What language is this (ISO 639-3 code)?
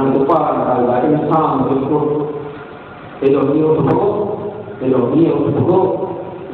urd